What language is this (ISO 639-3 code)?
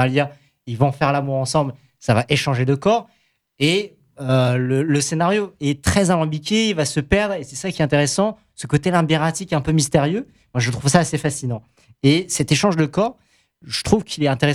fra